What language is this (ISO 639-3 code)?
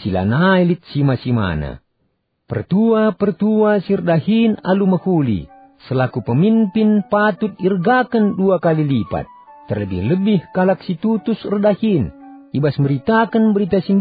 btx